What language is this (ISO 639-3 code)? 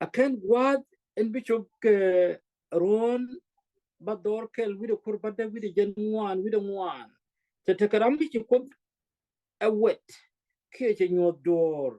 nus